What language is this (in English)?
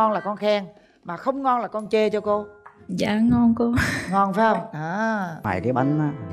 Vietnamese